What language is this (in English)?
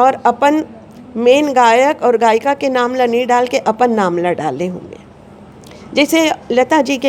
Chhattisgarhi